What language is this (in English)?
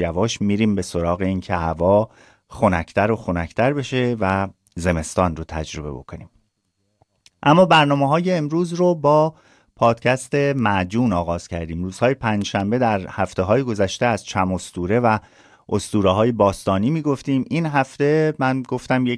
Persian